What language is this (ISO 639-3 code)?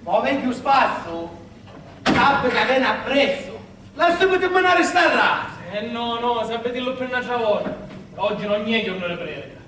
scn